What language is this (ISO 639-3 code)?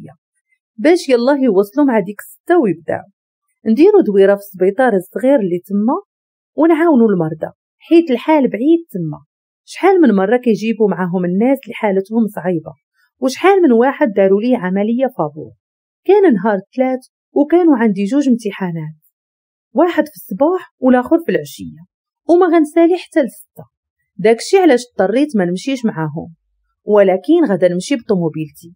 ary